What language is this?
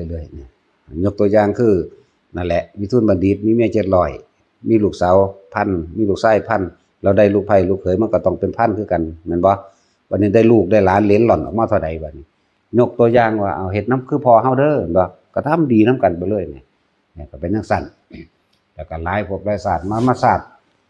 Northeastern Thai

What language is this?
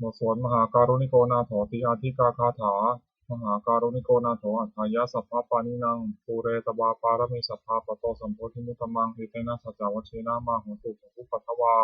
Pali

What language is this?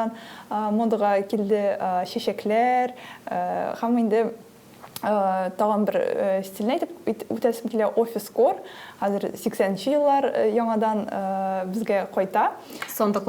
Tatar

